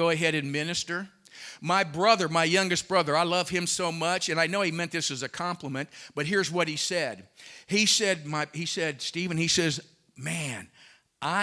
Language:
English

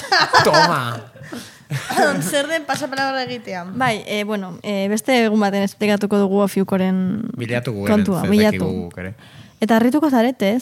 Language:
Basque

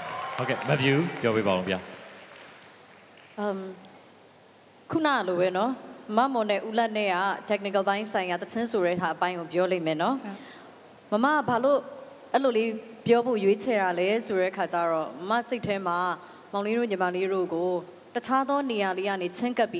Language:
Burmese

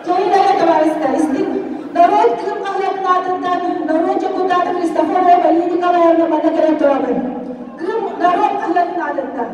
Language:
Yakut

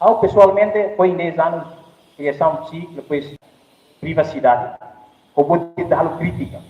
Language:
Tetum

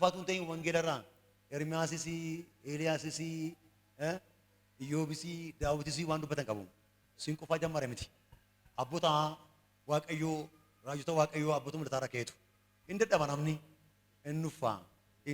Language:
Oromo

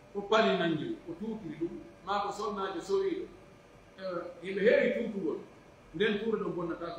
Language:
Pular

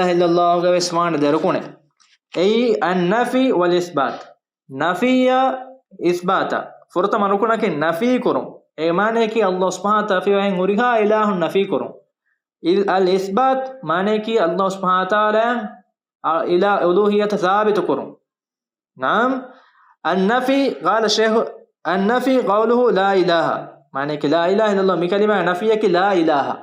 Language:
Divehi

